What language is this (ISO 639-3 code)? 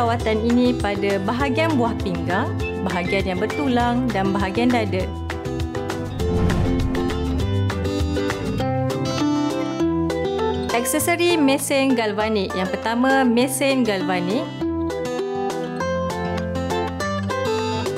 msa